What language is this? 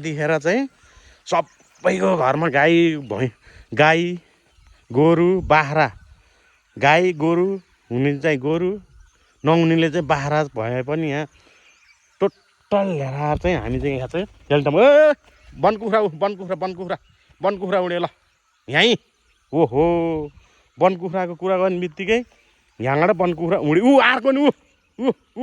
Nepali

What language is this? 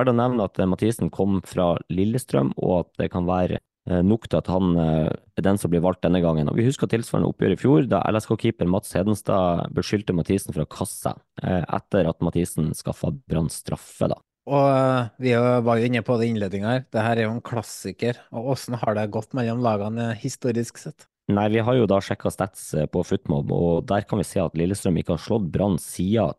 Norwegian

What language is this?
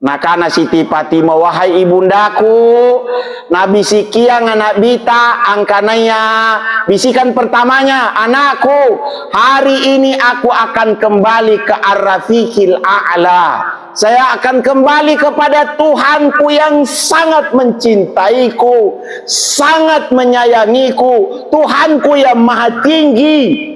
Makasar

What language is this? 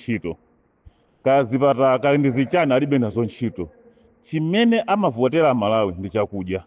Nyanja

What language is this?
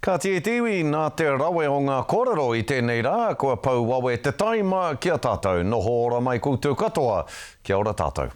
Māori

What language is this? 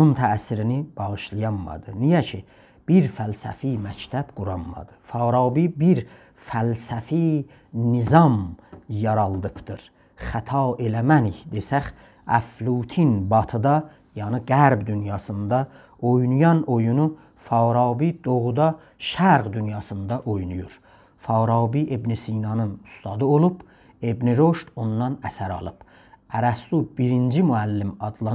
South Azerbaijani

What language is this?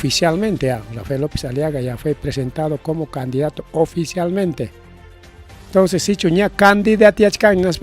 Ayacucho Quechua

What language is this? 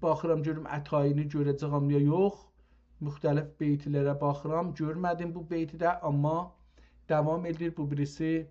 South Azerbaijani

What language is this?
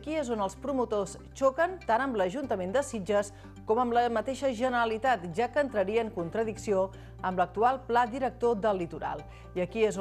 Catalan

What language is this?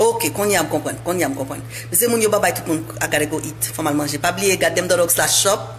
Haitian Creole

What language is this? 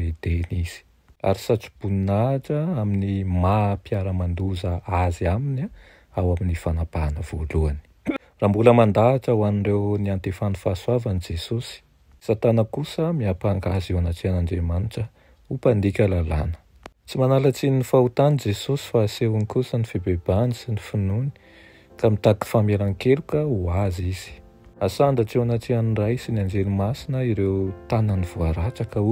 Malagasy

